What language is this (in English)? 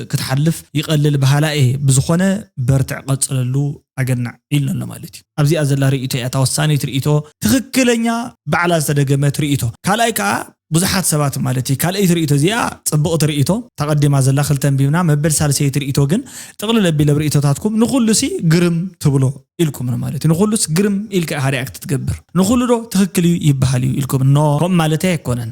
Tigrinya